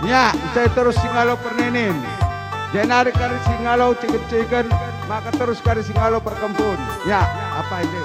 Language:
Batak Karo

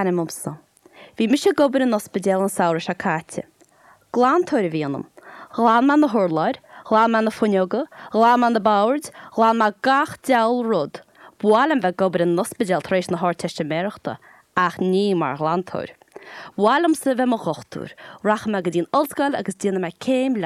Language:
Irish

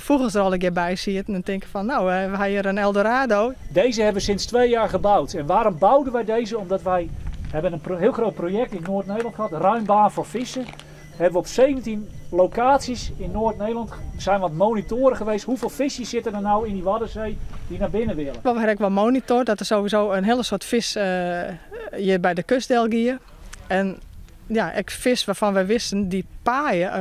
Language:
Western Frisian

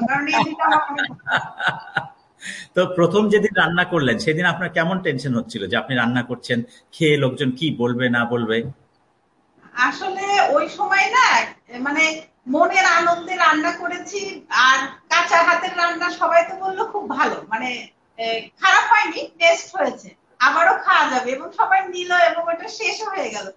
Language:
Bangla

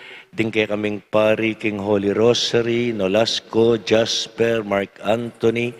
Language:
Pampanga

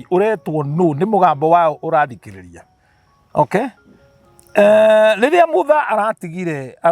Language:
Kikuyu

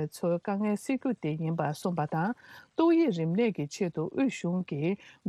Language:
Tibetan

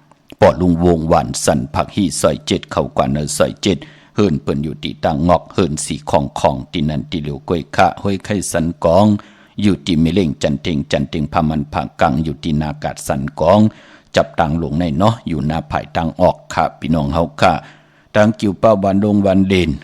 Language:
Shan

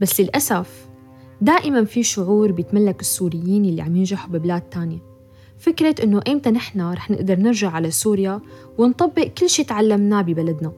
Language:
North Levantine Arabic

